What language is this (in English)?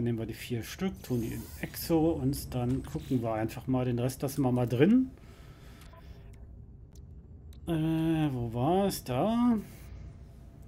German